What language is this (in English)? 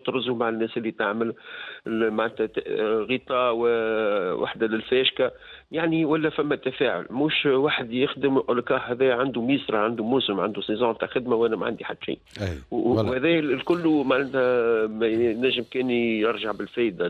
Tunisian Arabic